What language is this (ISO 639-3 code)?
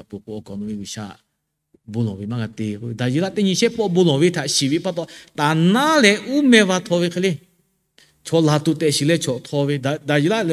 lhu